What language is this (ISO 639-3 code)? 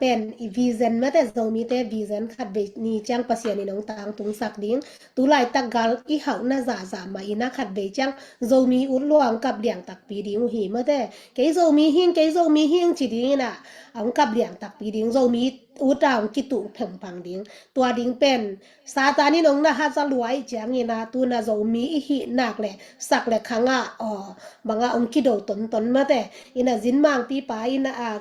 ctd